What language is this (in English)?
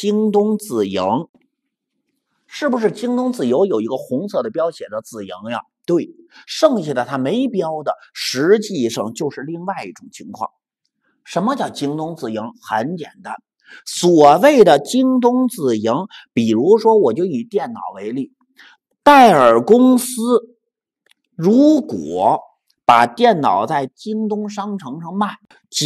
Chinese